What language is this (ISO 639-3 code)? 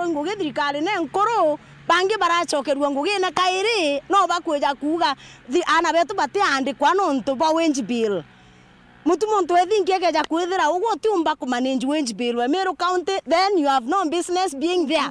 mer